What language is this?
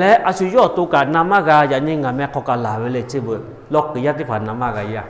Lahu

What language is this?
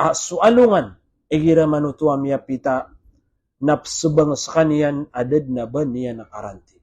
Maranao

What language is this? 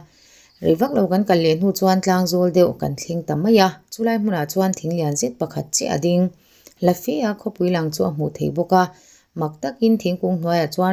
Mizo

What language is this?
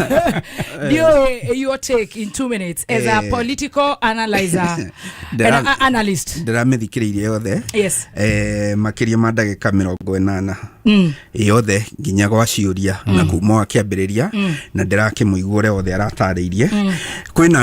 Kikuyu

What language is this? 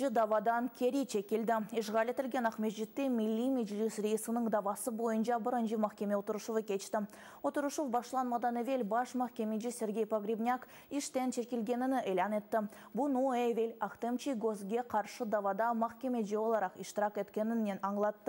Crimean Tatar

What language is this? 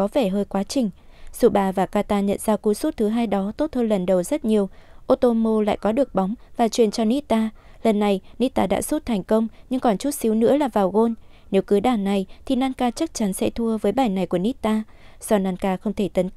Vietnamese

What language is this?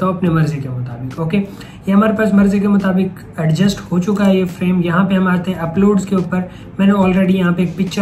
Hindi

